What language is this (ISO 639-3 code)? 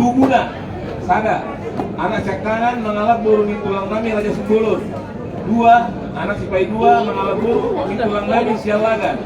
bbc